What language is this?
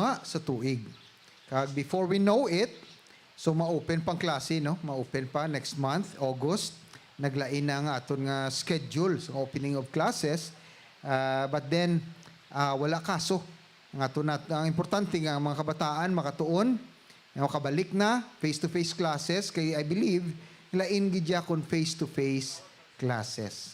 Hiligaynon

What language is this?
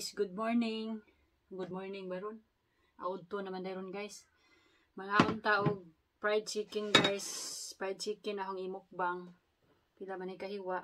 Cebuano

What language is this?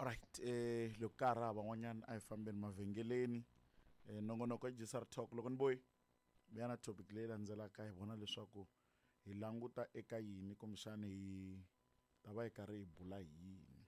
Tsonga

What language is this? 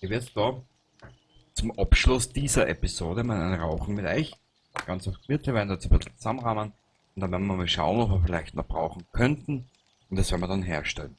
Bavarian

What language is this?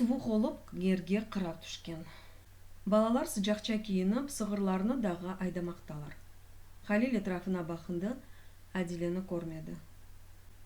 Crimean Tatar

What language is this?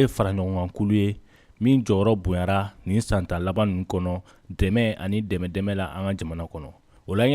Bambara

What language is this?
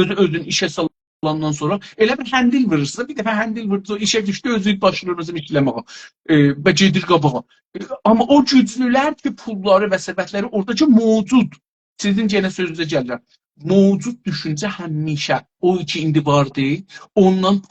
South Azerbaijani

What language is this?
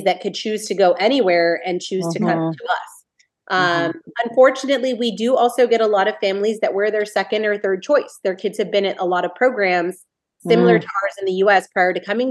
English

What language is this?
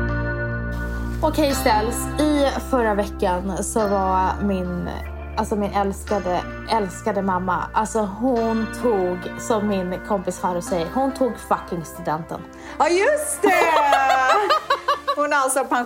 Swedish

